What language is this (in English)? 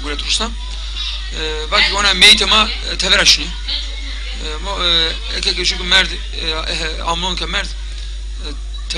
Zaza